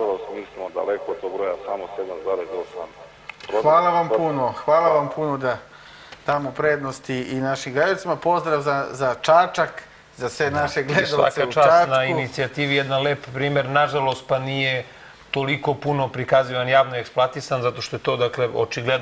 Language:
Serbian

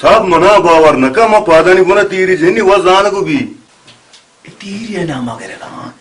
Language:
Baluchi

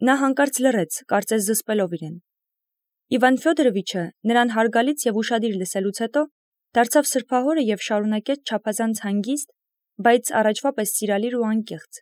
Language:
Armenian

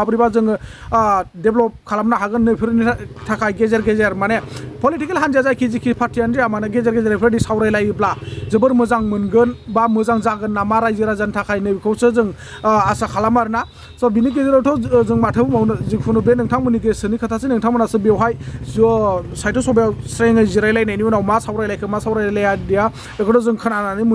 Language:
Bodo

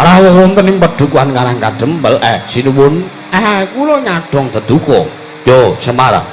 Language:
Javanese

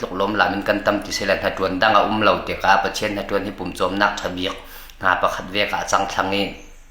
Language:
Falam Chin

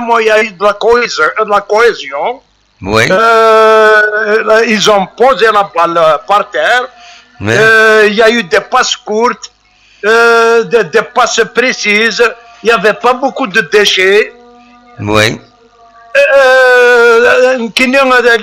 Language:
Kabyle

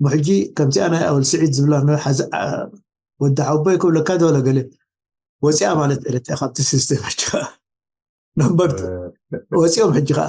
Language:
Tigrinya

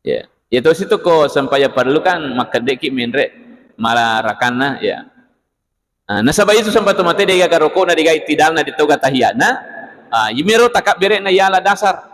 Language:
Buginese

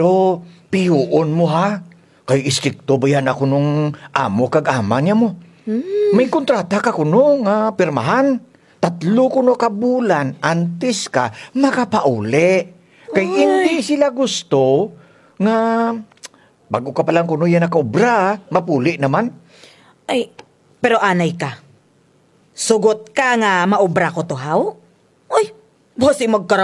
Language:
Kinaray-a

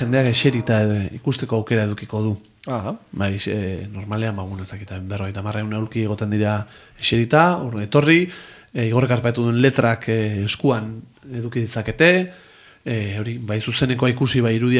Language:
Basque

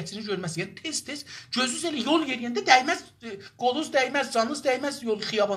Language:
South Azerbaijani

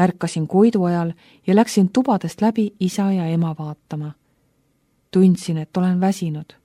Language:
Estonian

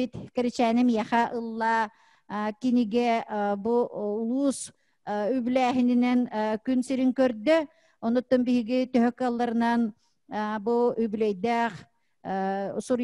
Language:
Yakut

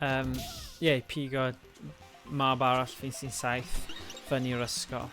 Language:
Welsh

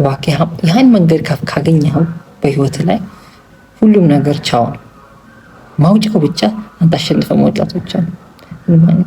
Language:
Amharic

